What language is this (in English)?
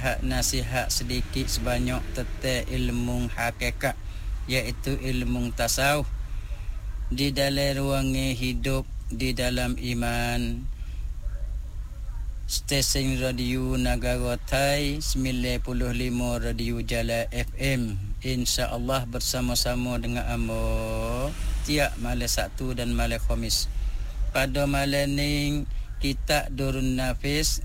Malay